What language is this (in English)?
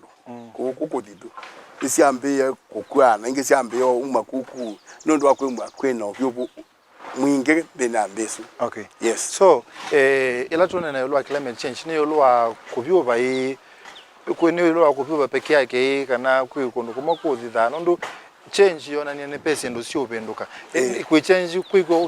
Kamba